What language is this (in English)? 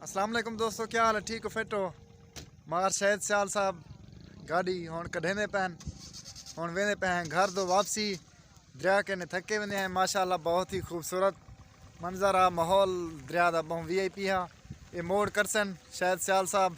Saraiki